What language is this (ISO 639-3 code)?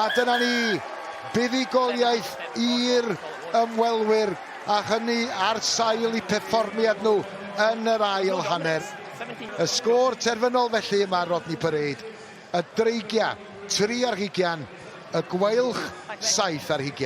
cym